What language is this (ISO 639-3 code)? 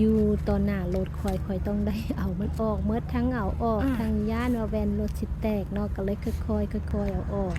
lao